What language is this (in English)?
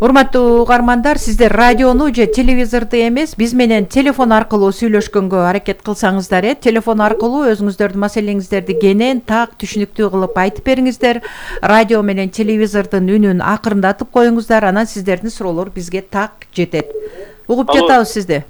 Kyrgyz